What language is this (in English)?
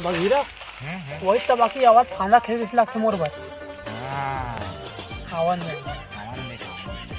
Chhattisgarhi